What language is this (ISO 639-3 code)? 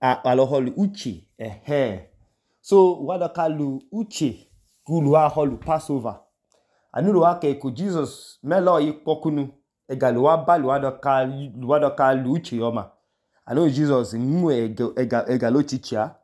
idu